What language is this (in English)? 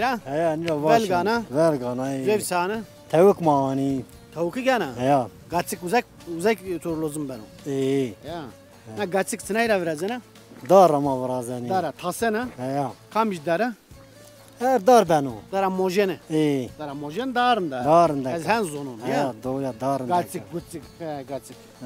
Zaza